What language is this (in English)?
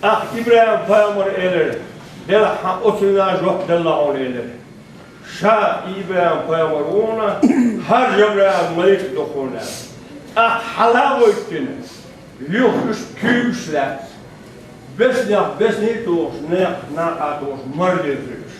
Chechen